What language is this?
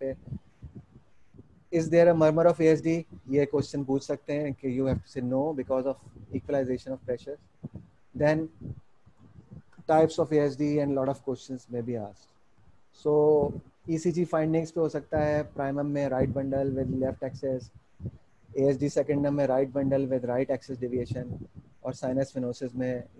Hindi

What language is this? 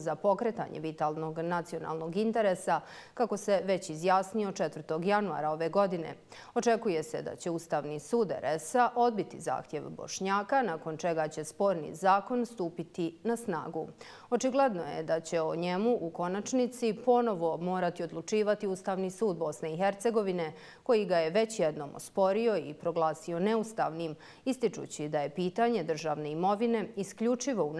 Bosnian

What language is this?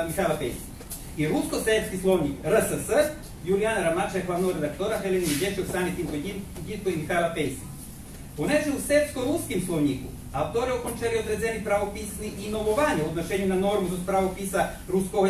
Rusyn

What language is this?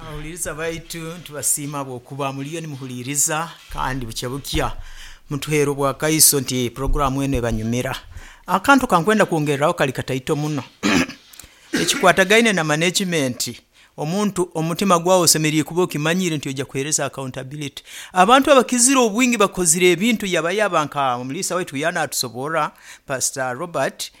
Nyoro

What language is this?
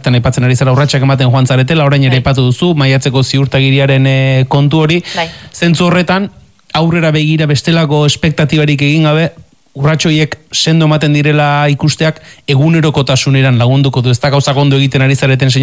Basque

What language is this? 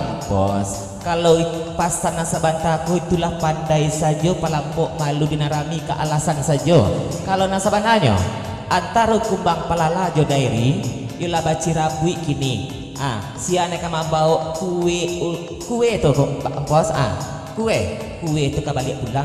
Minangkabau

